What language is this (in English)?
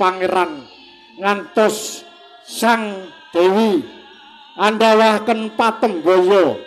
Javanese